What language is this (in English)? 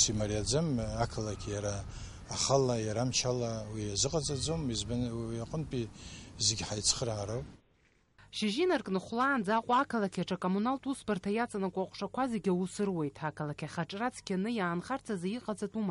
Abkhazian